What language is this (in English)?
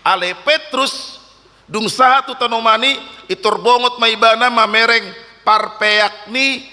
Batak Toba